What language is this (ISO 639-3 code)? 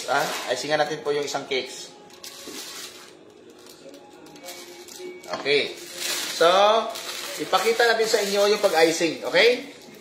fil